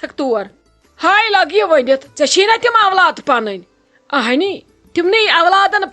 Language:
Kashmiri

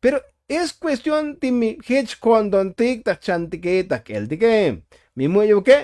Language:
Tzotzil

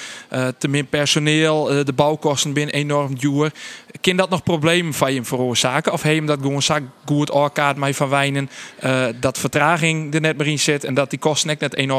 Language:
Western Frisian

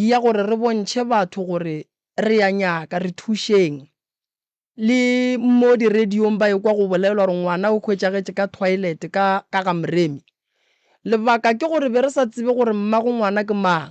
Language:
Northern Sotho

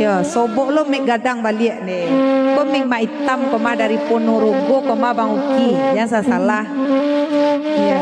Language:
Minangkabau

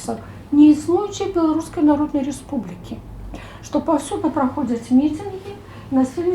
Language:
Belarusian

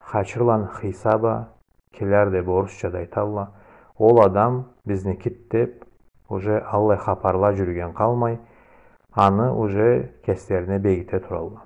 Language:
Karachay-Balkar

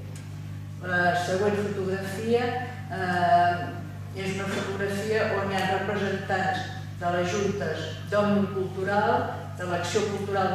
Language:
Catalan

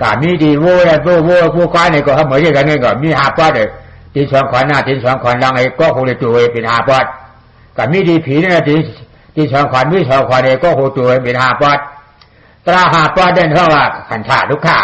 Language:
Shan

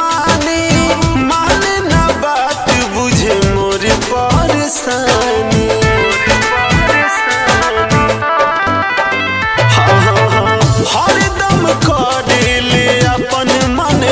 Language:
Bhojpuri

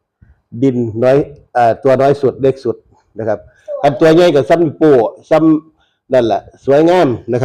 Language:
Northeastern Thai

